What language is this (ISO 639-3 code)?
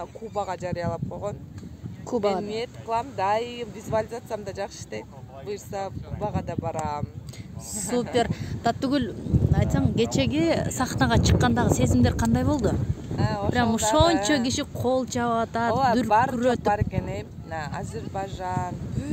kir